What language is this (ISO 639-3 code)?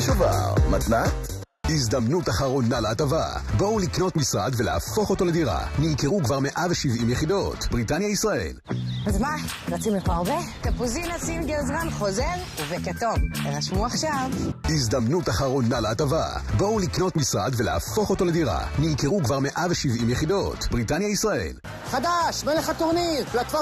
heb